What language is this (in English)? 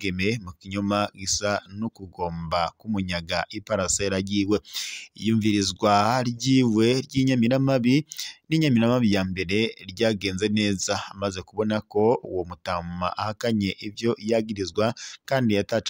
Rundi